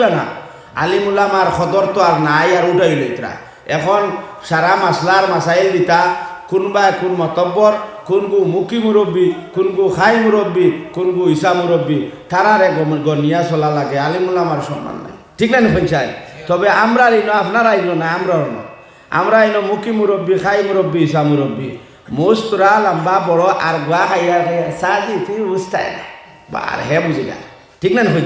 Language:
Sylheti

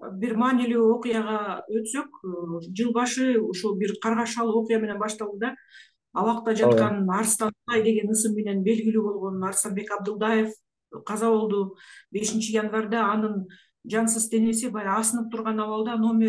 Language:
Kyrgyz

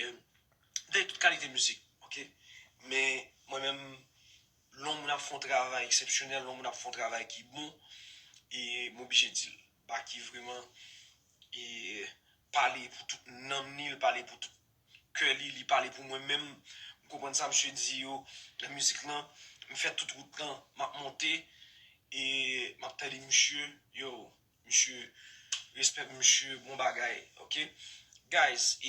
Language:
Haitian Creole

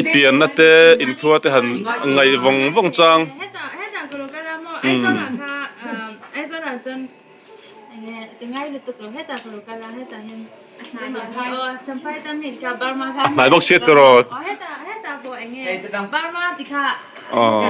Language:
Mizo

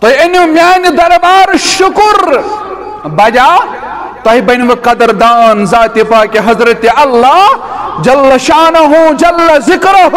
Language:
Kashmiri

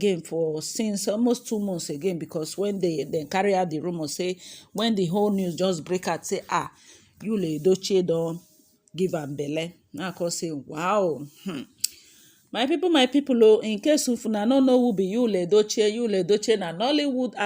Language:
Nigerian Pidgin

